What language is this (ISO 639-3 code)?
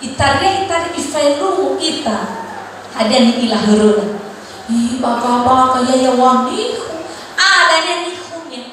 nia